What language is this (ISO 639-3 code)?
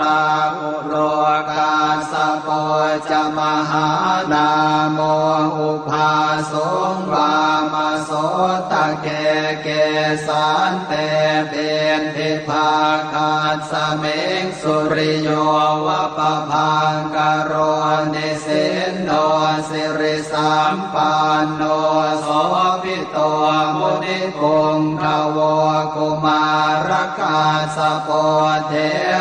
pli